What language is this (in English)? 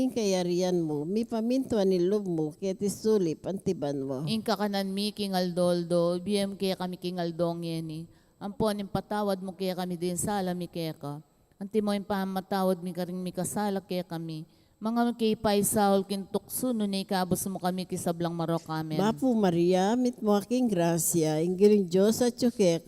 Pampanga